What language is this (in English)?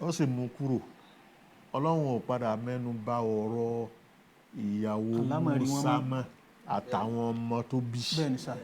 Yoruba